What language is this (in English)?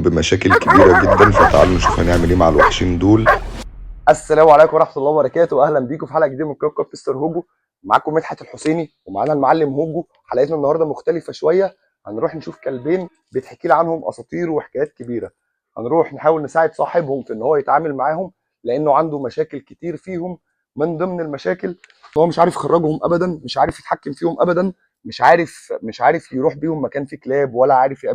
Egyptian Arabic